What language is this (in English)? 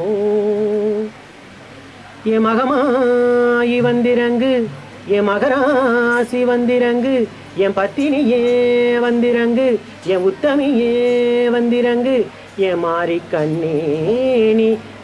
Tamil